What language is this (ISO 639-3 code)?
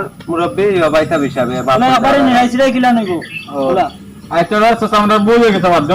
syl